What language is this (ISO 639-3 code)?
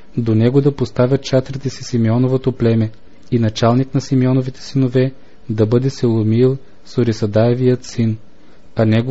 bul